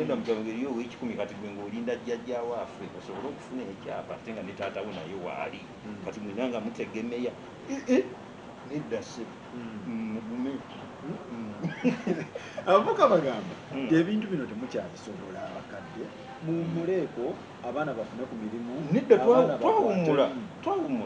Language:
Ganda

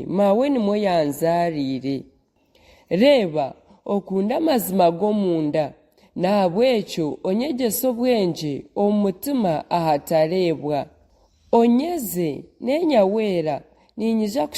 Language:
Nyankole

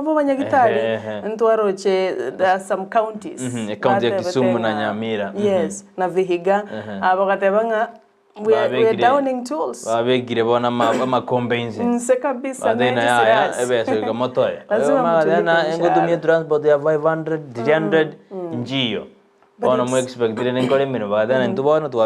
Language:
Gusii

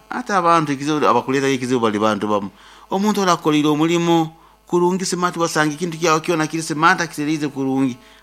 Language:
Nyoro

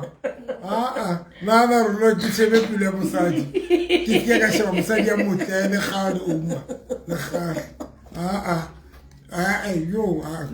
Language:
Southern Sotho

